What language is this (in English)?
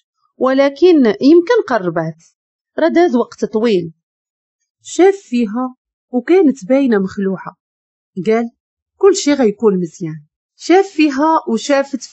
Moroccan Arabic